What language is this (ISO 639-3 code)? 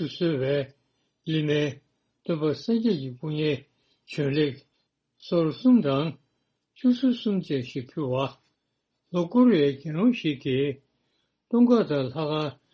bod